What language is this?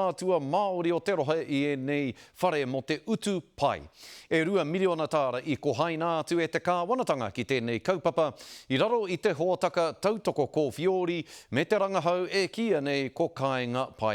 Māori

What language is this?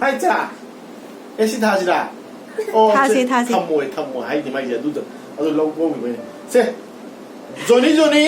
Manipuri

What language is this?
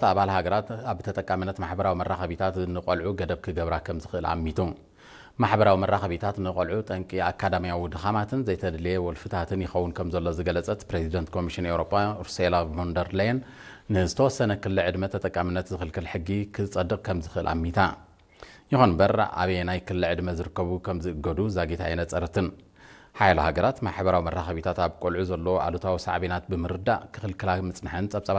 Tigrinya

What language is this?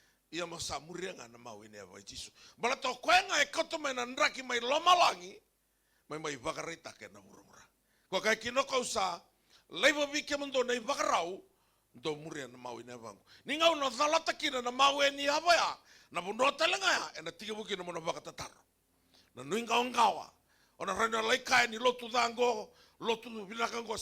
Fijian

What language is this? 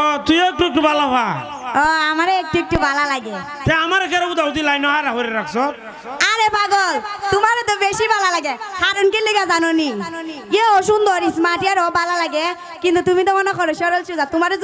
Sylheti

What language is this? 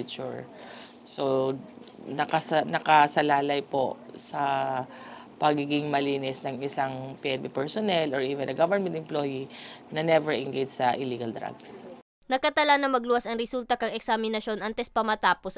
Bikol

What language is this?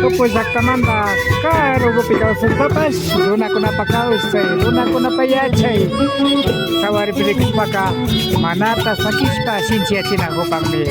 Imbabura Highland Quichua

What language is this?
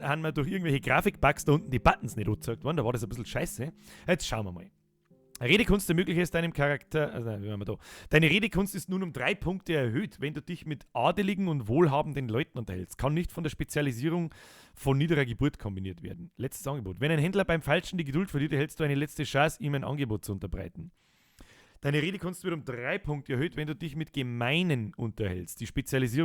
Bavarian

